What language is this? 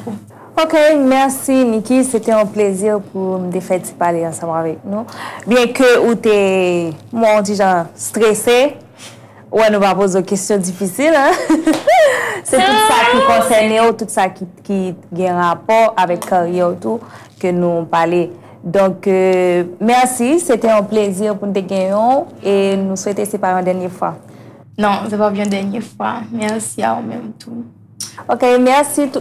Haitian Creole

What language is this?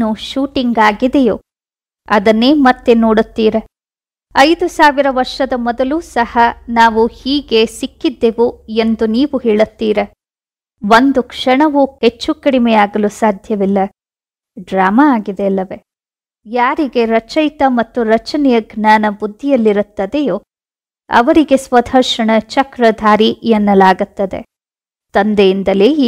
Kannada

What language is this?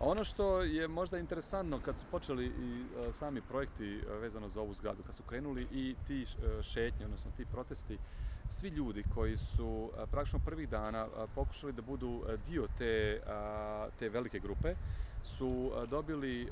Bosnian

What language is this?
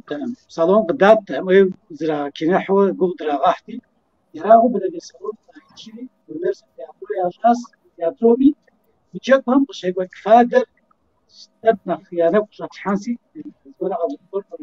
Kabardian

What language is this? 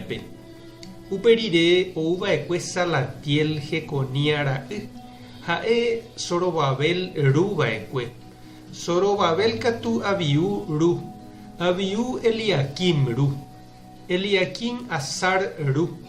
Guarani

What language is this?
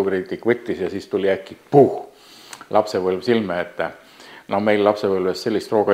Estonian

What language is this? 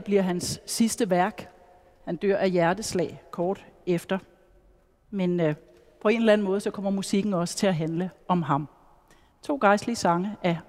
Danish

